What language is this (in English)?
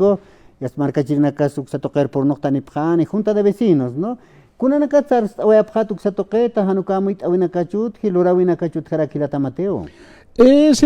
Aymara